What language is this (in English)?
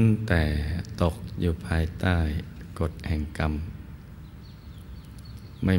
Thai